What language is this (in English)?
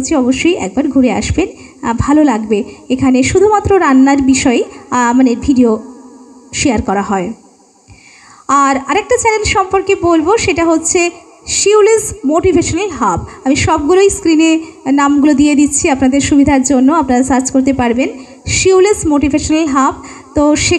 Bangla